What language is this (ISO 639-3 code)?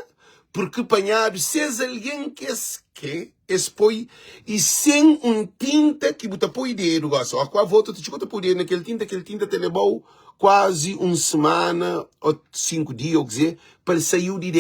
kea